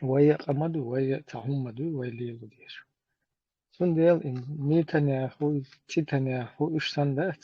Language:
Chechen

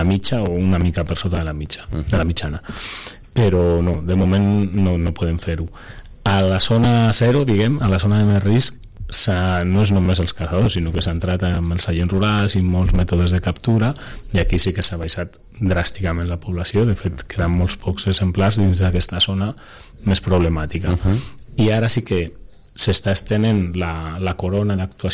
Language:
Catalan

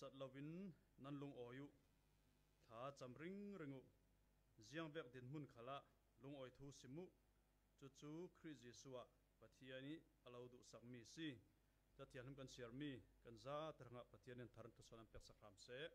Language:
Falam Chin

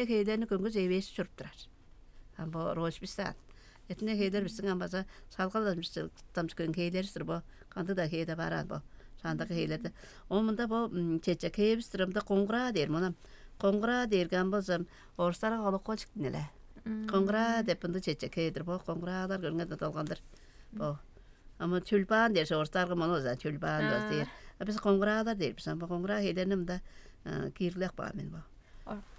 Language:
Tuvinian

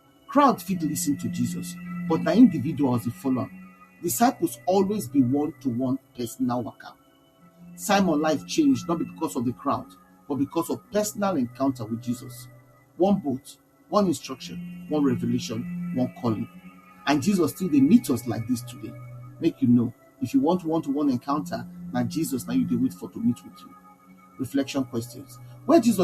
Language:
Nigerian Pidgin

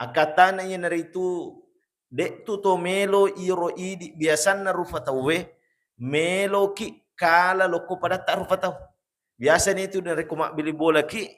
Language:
Buginese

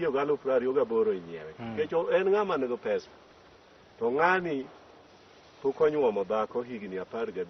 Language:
Luo (Kenya and Tanzania)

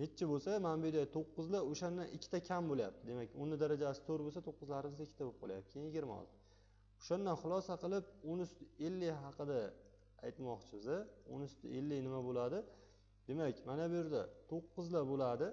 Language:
Uzbek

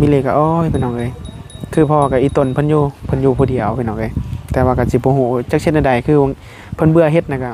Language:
Northeastern Thai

